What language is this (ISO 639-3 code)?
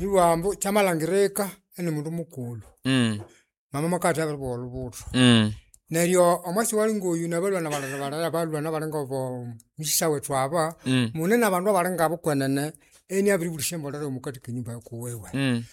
nnb